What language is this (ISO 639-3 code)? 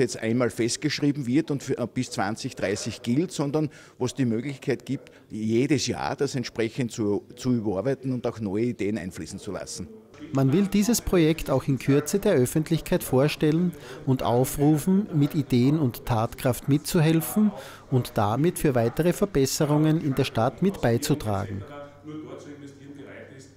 deu